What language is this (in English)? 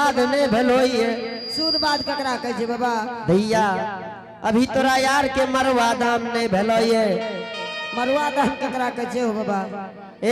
Angika